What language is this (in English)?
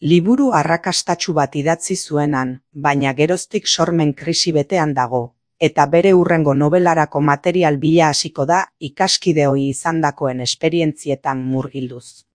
Basque